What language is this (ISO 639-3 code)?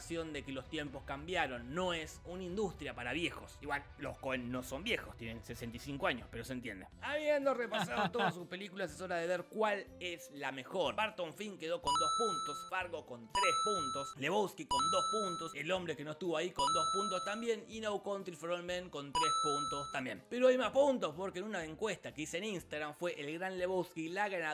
spa